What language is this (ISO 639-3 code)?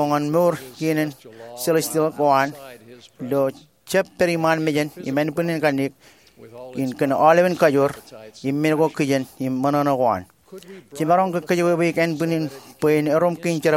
mah